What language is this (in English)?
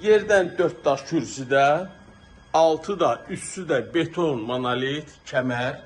Azerbaijani